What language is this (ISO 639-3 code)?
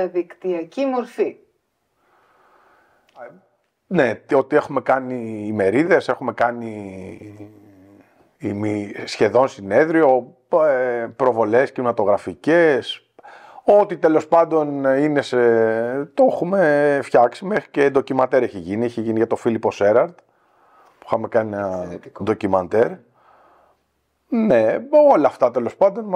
ell